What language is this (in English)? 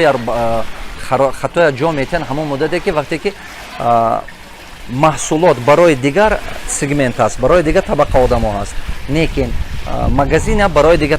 Tajik